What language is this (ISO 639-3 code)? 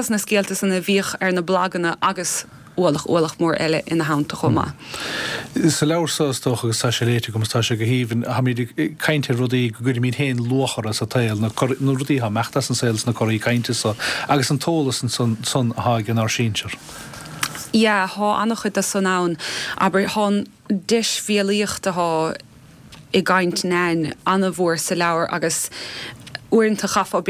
gle